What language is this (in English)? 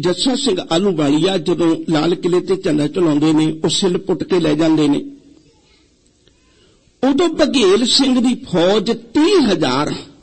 Punjabi